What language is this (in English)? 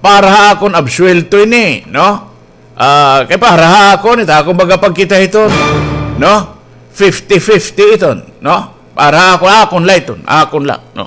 Waray